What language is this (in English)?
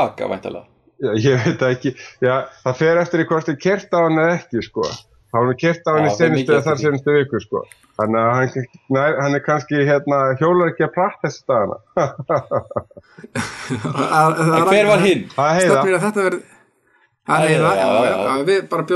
Icelandic